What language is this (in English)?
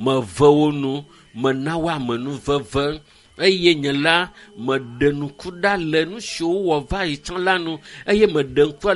Ewe